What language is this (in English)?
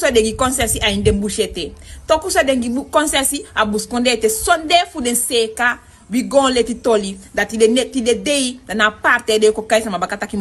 Sranan Tongo